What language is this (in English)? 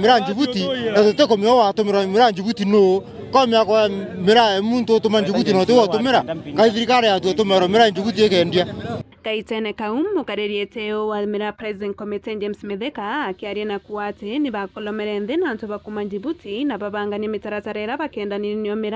Meru